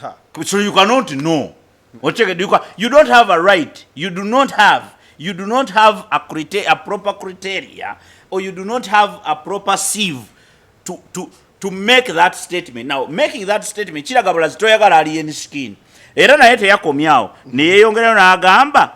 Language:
Ganda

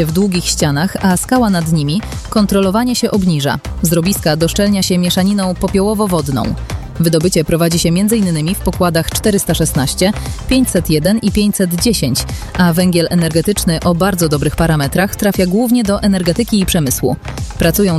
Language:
Polish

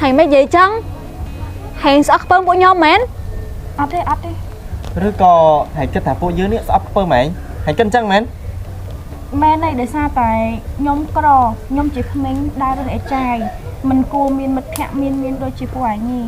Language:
Khmer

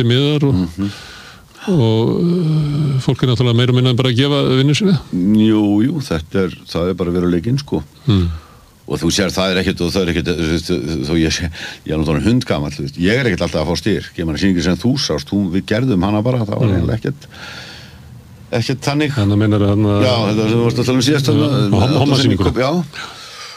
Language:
Icelandic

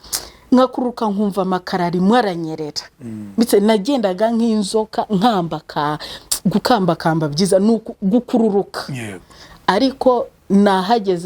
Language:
Kinyarwanda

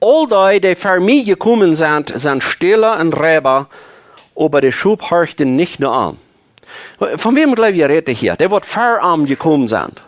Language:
Plautdietsch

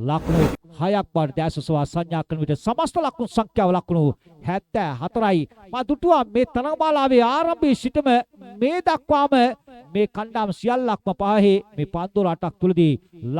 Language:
Sinhala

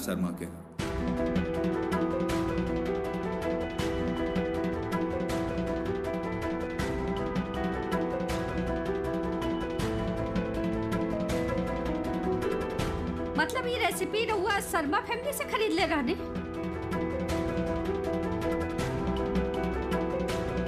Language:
Bhojpuri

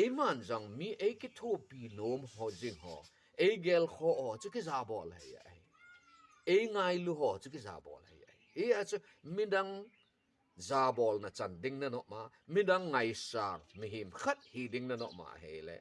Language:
Thado Chin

